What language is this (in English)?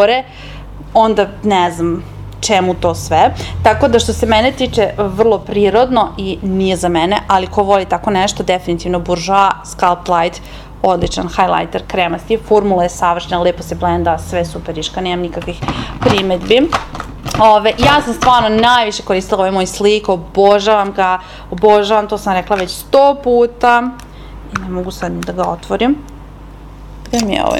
Serbian